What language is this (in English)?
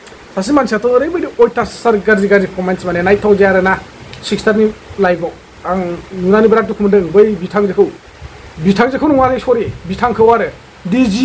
Bodo